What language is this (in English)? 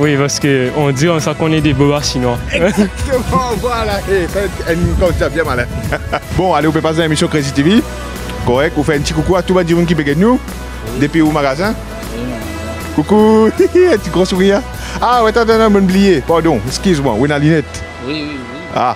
Morisyen